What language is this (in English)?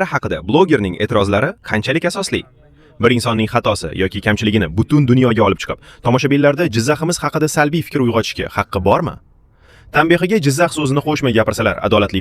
Uzbek